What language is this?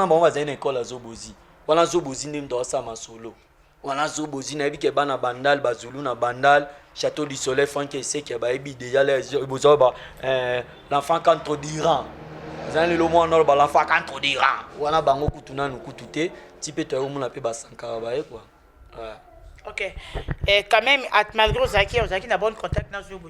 Lingala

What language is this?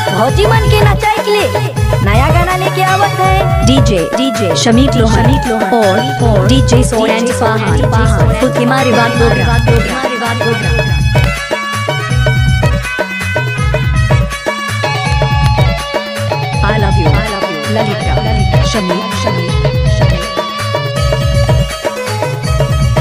Bhojpuri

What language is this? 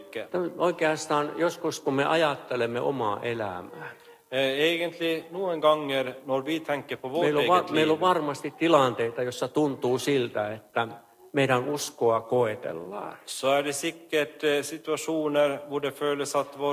Finnish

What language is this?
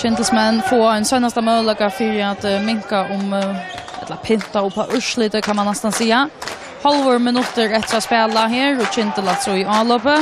Faroese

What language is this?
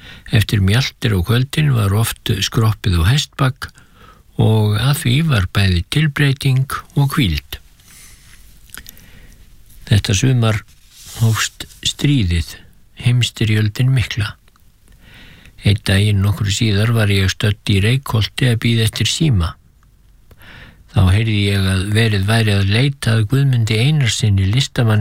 Icelandic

